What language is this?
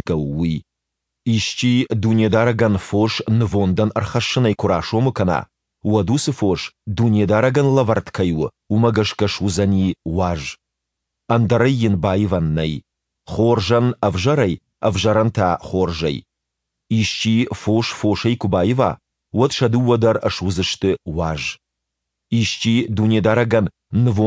Ossetic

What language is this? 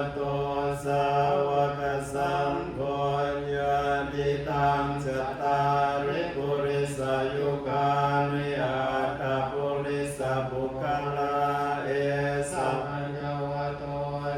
Pali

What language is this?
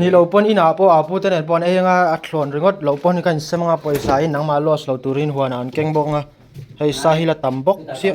Hmar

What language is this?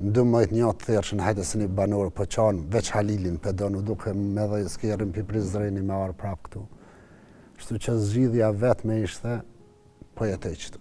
Albanian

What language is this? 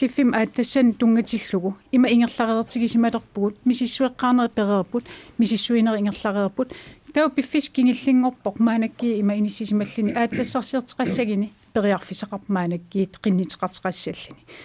Kalaallisut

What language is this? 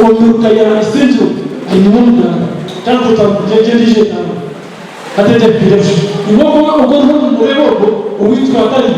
Nyankole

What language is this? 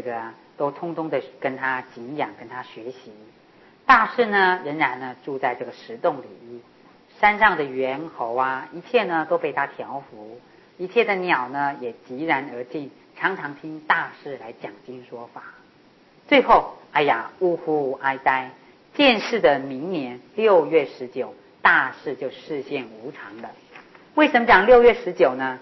Chinese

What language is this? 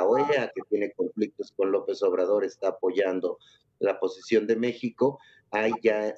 Spanish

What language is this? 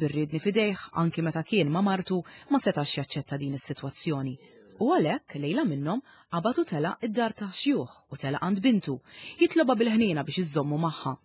Maltese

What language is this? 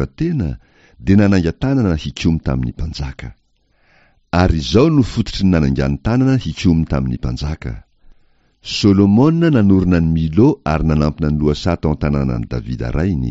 Malagasy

